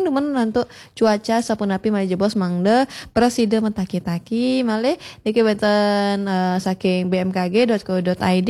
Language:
Balinese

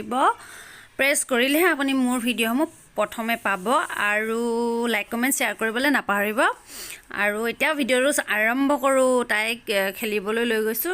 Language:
Assamese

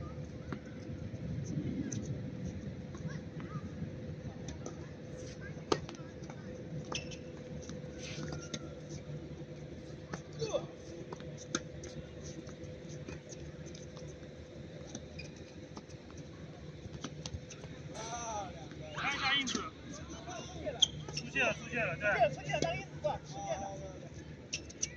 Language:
Chinese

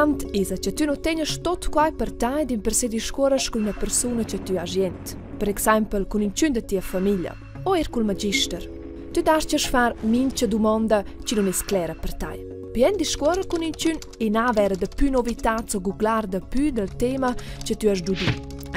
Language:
Romansh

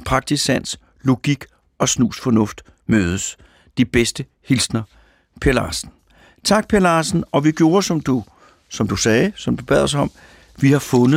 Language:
Danish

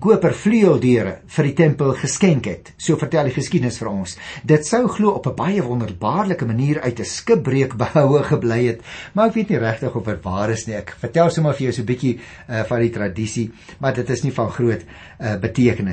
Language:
Afrikaans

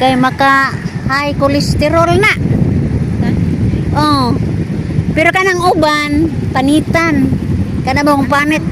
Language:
Cebuano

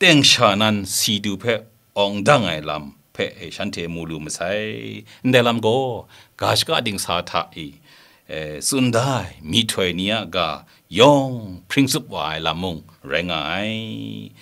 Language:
Kachin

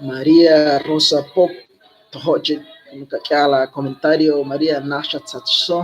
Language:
Kekchí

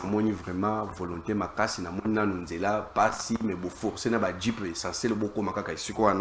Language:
Lingala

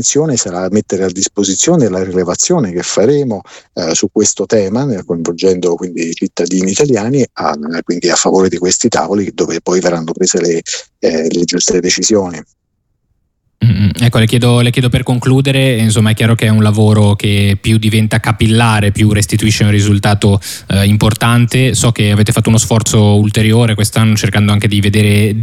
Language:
Italian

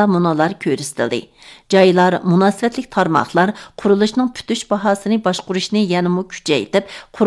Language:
Uyghur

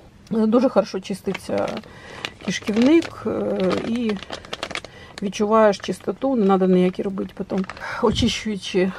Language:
Ukrainian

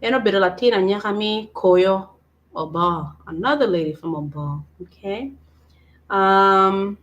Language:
Acoli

